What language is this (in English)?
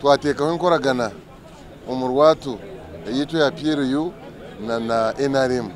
Nyankole